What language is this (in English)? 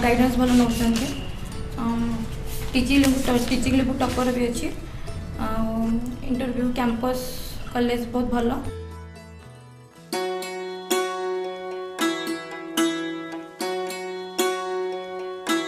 Odia